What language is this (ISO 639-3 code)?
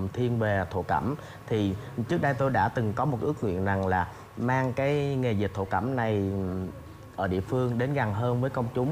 vie